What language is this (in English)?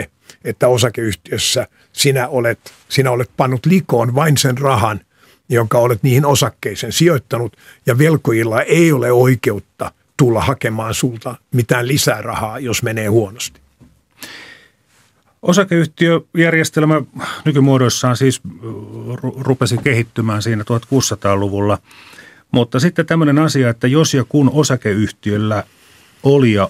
Finnish